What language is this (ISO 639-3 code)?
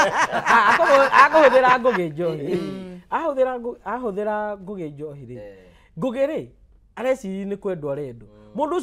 kik